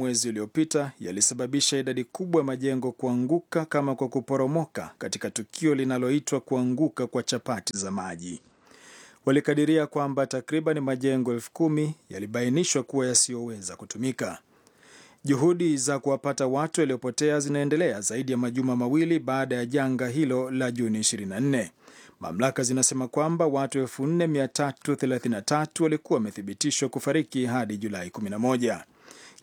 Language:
Swahili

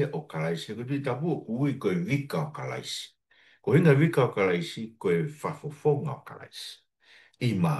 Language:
Tongan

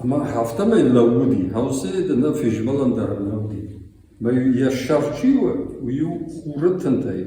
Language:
Ossetic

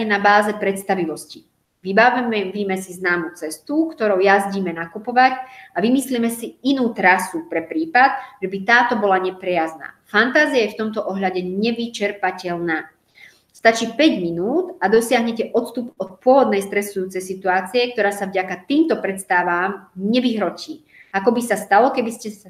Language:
Slovak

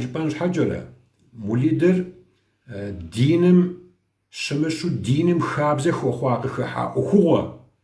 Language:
Kabardian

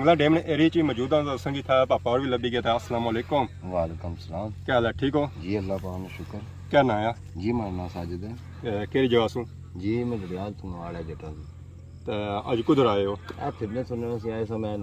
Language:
Pahari-Potwari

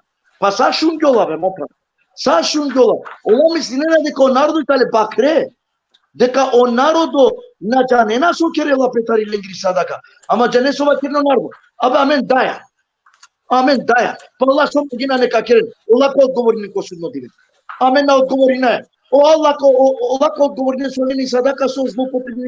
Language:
Balkan Romani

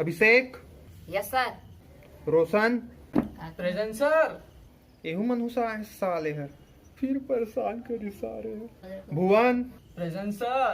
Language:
Chhattisgarhi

